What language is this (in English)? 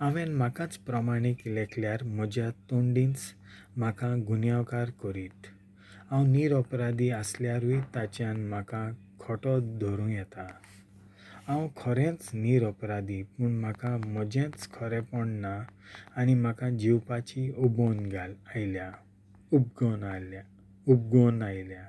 Konkani